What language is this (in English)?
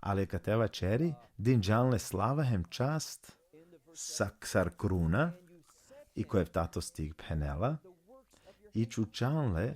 Balkan Romani